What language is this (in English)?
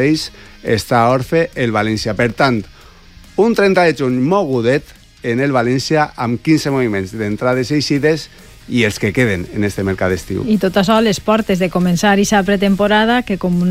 Catalan